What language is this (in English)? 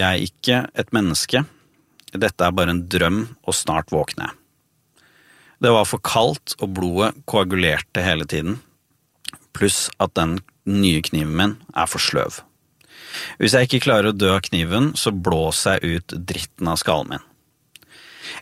Norwegian